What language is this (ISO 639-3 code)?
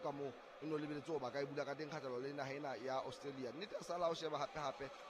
sot